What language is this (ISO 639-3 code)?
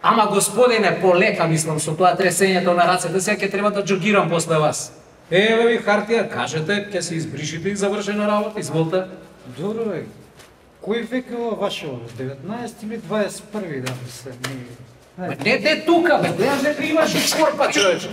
mkd